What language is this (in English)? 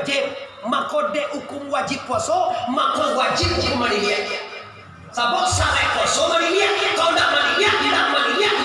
Minangkabau